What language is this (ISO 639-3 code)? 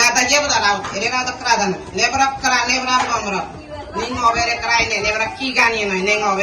gym